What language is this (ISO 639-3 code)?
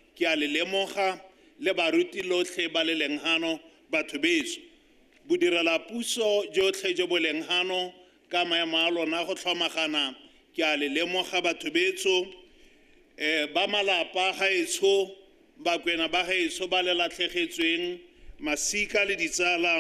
tsn